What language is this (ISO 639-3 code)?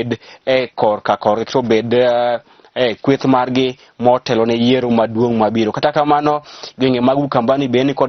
luo